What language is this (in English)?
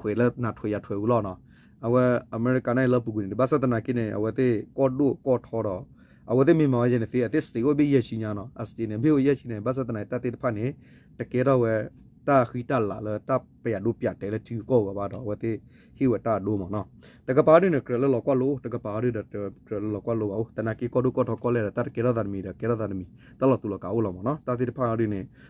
S'gaw Karen